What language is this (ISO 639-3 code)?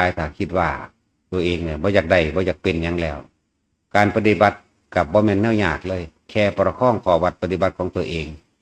tts